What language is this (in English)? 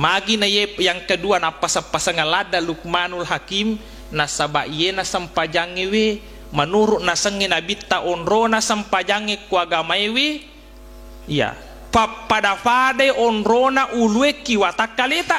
Buginese